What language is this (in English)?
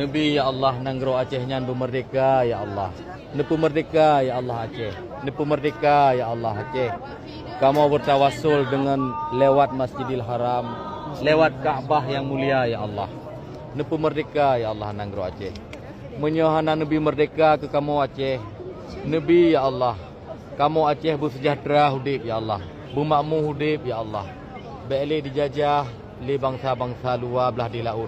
Achinese